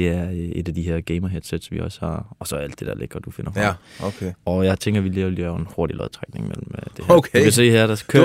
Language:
Danish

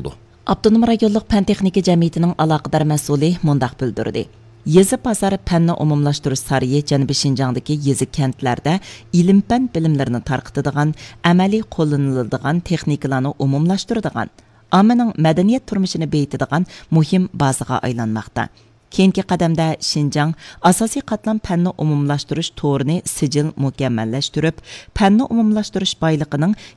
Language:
Uyghur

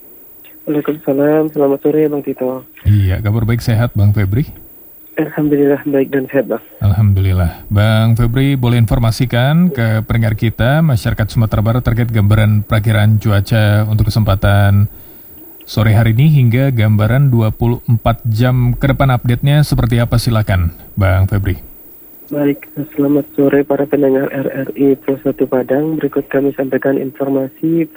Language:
Indonesian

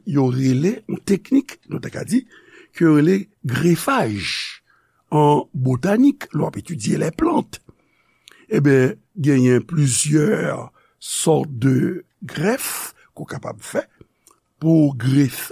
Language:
Haitian Creole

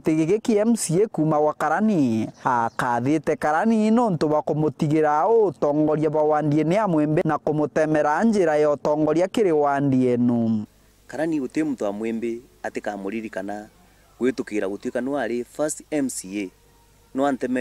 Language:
Meru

